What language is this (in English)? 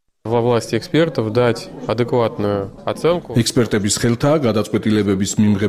Georgian